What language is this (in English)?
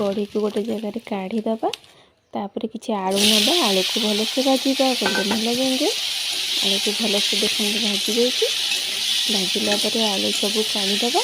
Odia